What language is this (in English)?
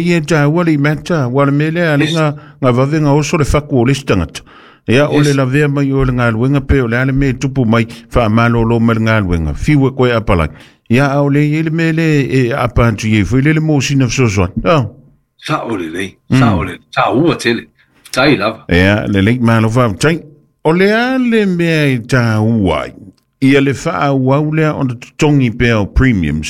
Samoan